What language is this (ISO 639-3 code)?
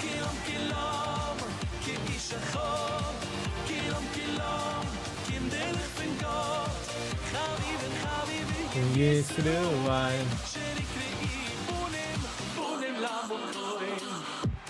yid